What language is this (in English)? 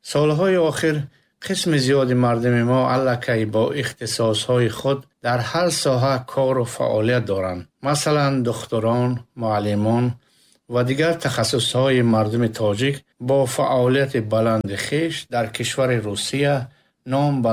Tajik